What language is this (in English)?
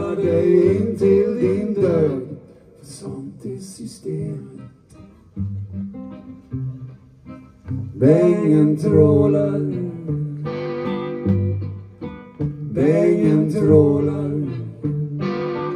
Swedish